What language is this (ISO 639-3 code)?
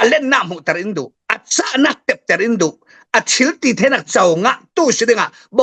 cfm